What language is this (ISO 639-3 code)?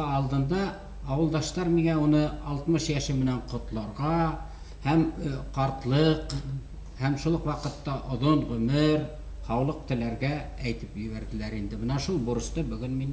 bak